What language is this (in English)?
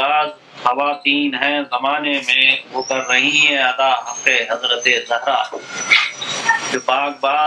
Urdu